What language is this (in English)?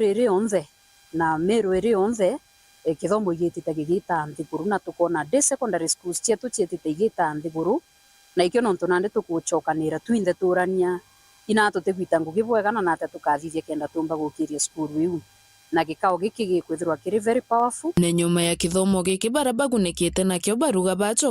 Meru